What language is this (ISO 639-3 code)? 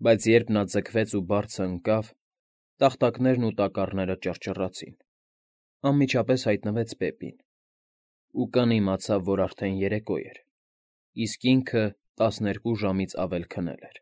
hye